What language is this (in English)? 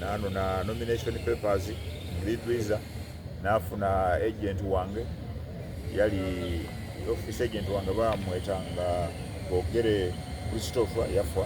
Soga